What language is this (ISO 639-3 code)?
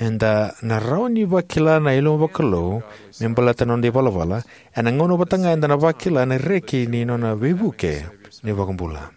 fij